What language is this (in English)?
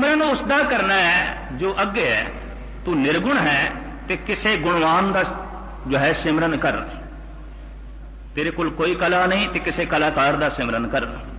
Punjabi